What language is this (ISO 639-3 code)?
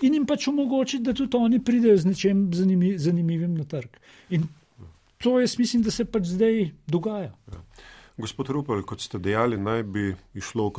slv